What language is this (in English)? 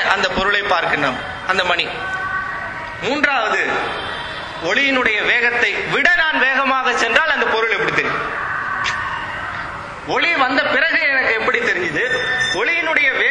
Tamil